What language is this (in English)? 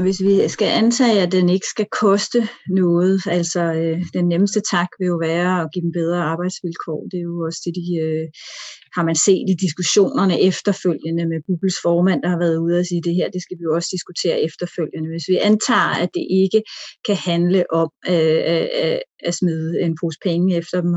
Danish